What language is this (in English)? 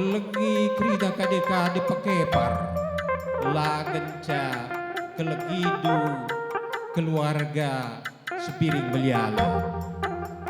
Batak Karo